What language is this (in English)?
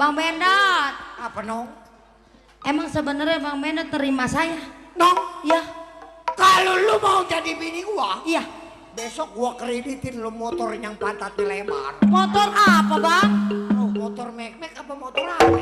Betawi